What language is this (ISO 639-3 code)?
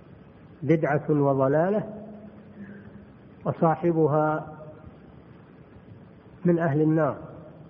ara